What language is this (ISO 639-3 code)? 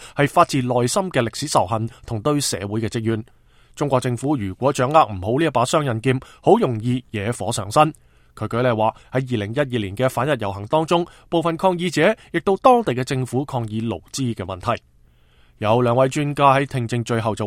yue